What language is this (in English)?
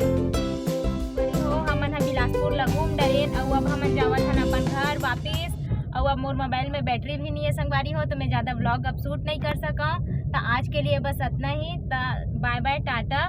Chhattisgarhi